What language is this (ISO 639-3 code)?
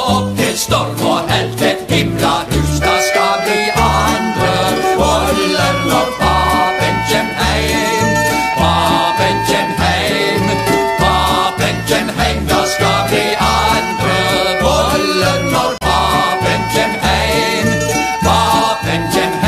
nor